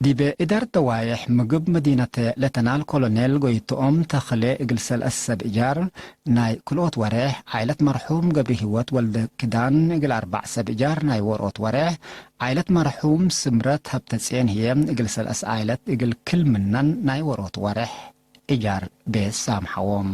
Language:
Tigre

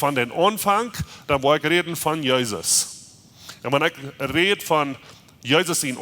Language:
Plautdietsch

